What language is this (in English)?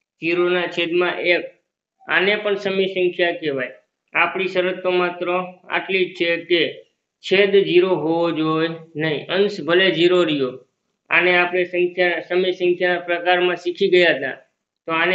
Gujarati